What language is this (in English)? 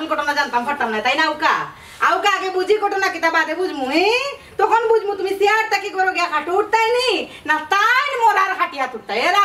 Sylheti